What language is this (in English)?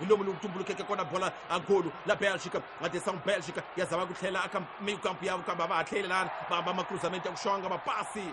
Tsonga